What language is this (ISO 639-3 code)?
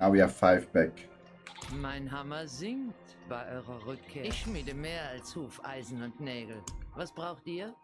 gsw